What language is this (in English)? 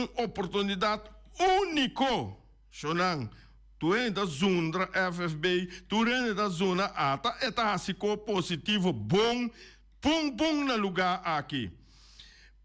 Papiamento